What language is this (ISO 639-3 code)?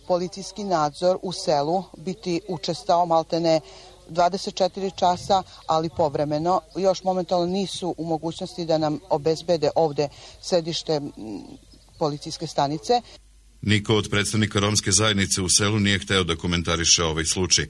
srp